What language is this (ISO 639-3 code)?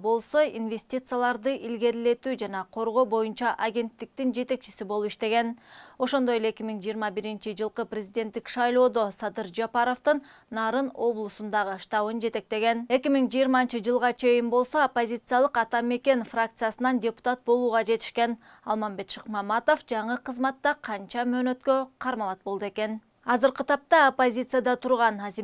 kir